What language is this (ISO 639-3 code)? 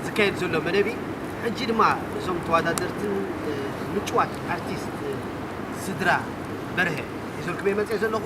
tir